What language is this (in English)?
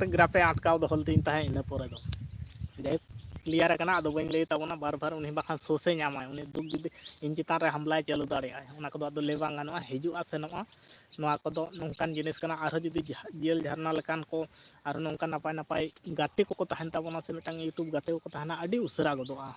Santali